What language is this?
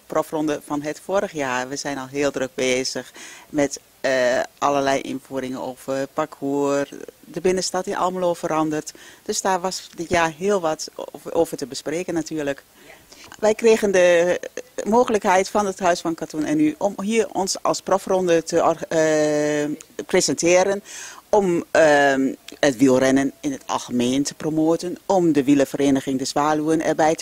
Dutch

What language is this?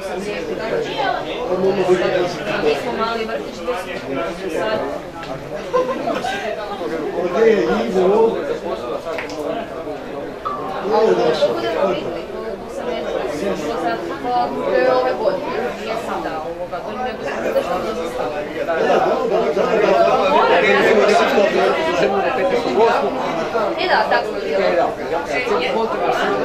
Croatian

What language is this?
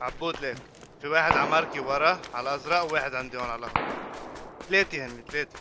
North Levantine Arabic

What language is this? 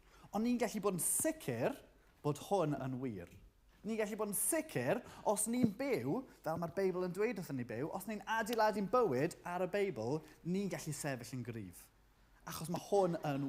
Welsh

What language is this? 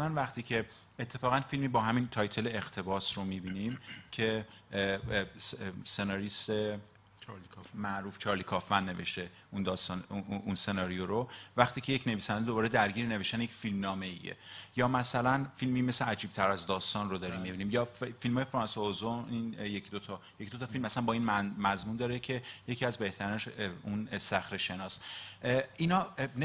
Persian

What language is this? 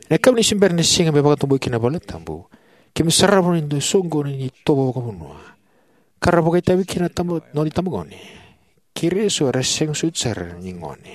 Fijian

